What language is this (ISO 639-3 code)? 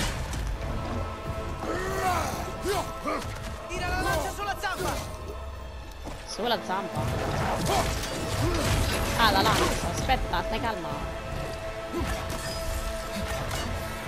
ita